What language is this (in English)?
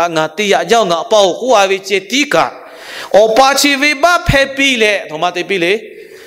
Lahu